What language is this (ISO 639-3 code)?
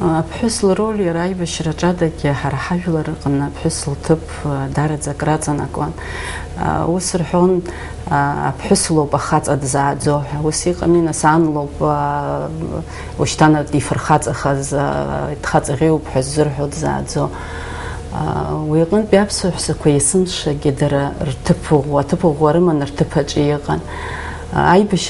abk